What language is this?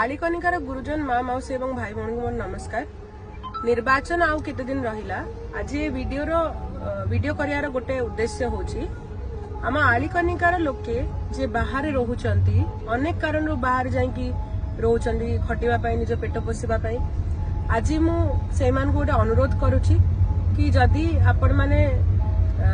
Odia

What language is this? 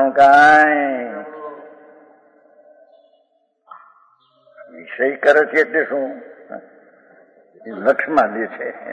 Gujarati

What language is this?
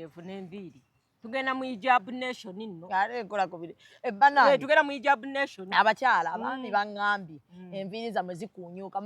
Ganda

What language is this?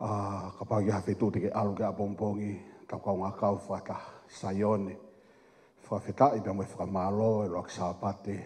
Tongan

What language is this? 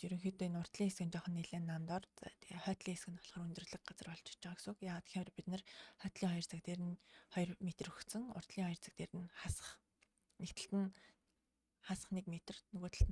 Mongolian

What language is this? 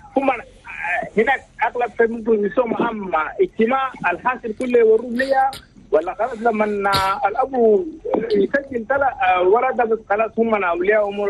Chadian Arabic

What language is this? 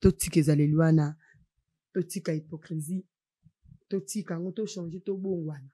Lingala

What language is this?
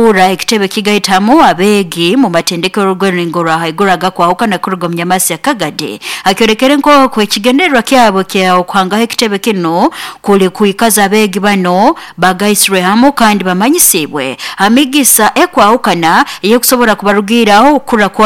Nyoro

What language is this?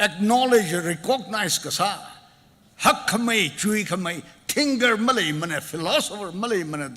Tangkhul Naga (India)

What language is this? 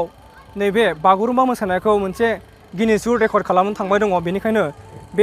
Bodo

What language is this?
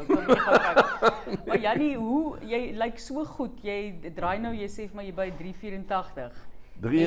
Afrikaans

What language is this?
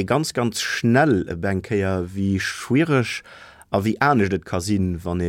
Luxembourgish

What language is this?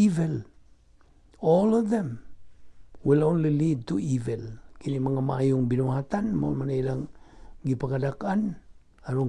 Cebuano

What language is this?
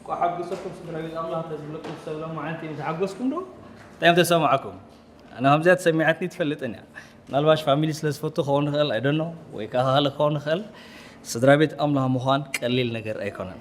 Tigrinya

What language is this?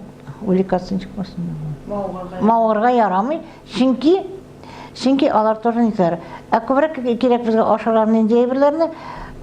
Tatar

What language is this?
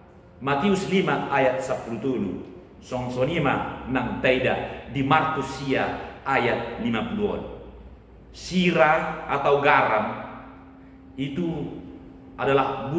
Batak Toba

